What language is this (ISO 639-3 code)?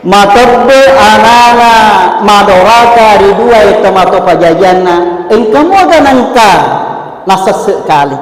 bug